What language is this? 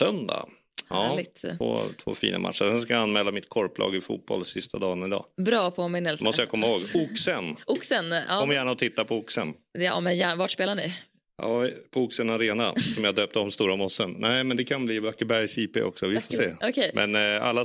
Swedish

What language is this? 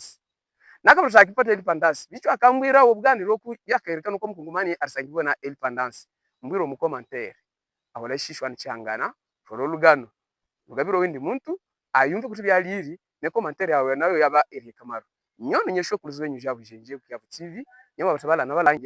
Havu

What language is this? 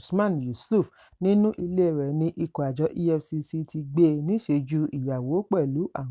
Yoruba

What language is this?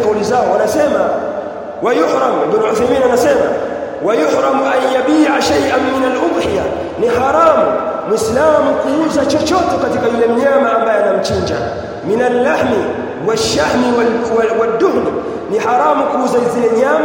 Swahili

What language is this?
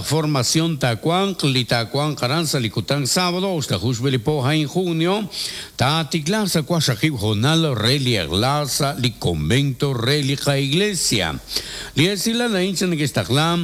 Kekchí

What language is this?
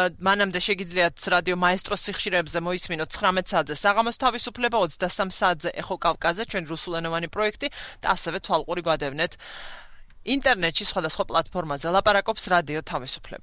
Georgian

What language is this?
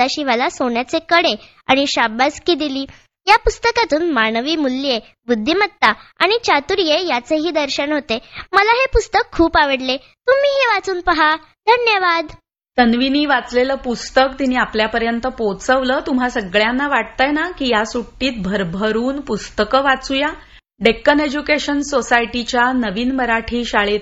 Marathi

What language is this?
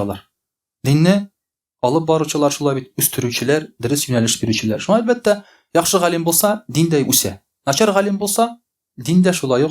Tatar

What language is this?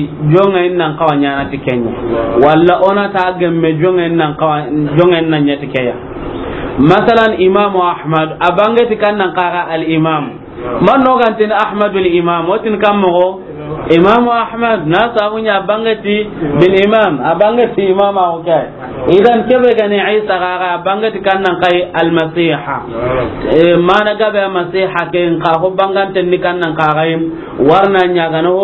Soninke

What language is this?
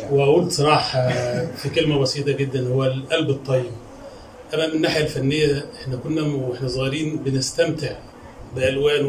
Egyptian Arabic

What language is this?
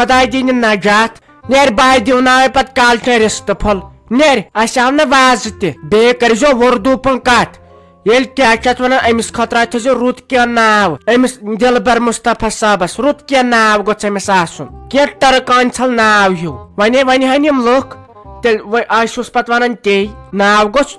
Kashmiri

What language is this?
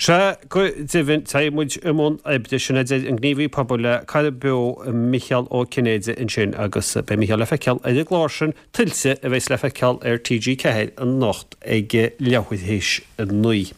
Irish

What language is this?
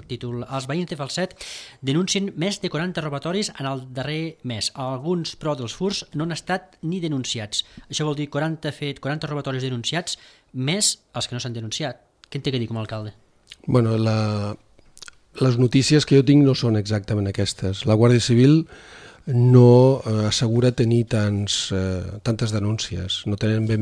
Catalan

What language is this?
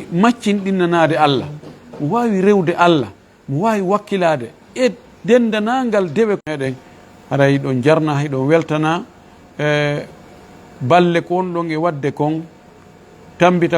Fula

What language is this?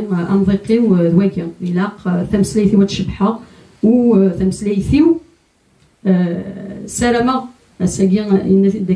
Kabyle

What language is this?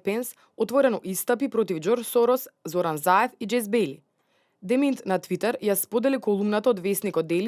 Macedonian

